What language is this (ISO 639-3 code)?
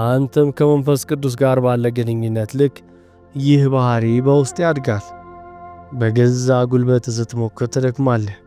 amh